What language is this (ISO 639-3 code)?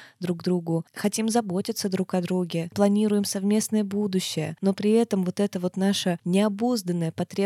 rus